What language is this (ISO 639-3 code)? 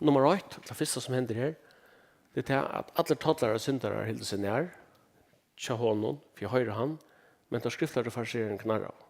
fao